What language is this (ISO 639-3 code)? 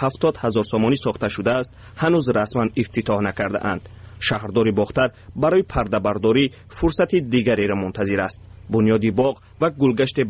tgk